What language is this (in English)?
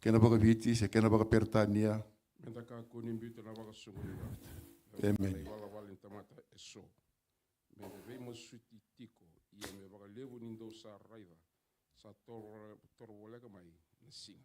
Fijian